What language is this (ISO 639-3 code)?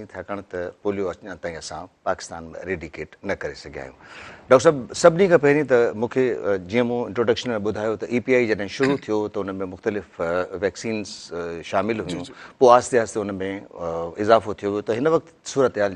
snd